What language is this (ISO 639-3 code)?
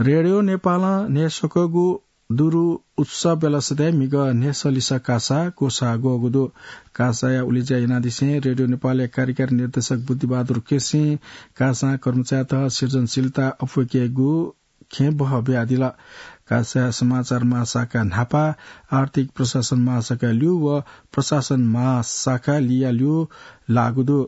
new